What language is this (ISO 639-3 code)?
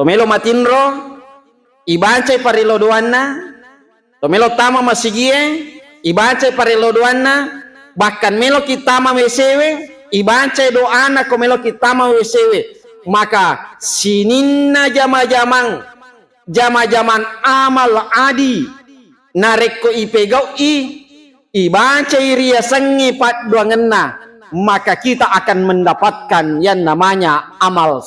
bug